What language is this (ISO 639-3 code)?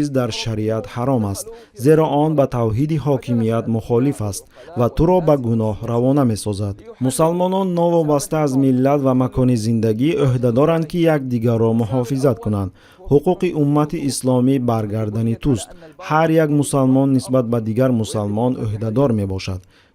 tgk